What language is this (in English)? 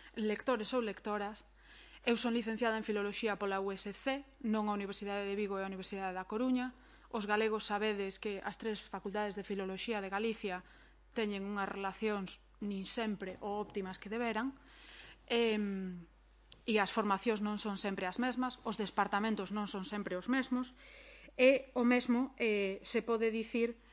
Galician